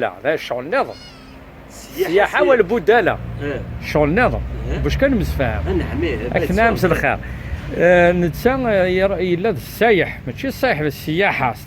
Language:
Kabyle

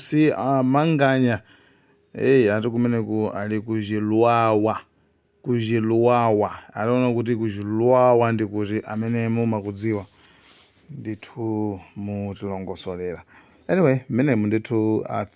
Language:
Nyanja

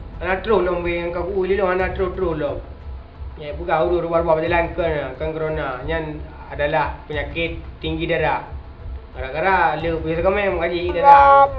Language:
Achinese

